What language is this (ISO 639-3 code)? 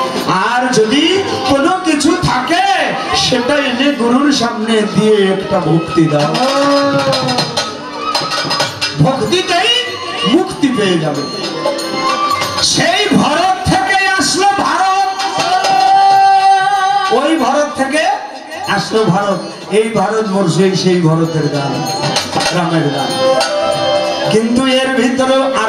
ben